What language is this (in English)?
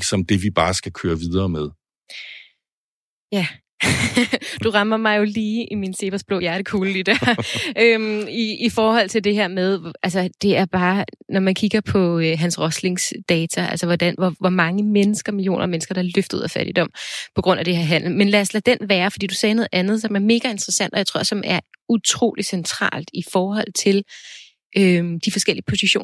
Danish